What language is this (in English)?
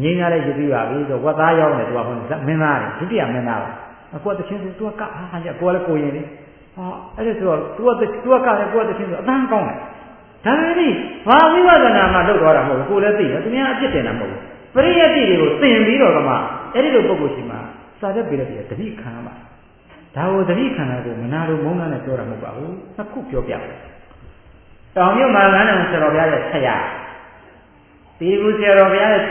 Burmese